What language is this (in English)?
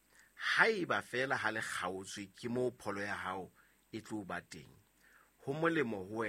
Southern Sotho